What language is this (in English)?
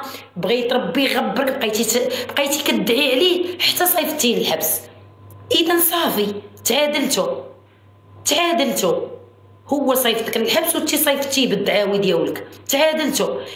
Moroccan Arabic